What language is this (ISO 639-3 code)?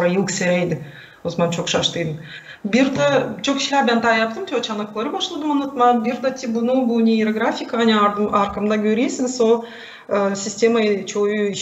gag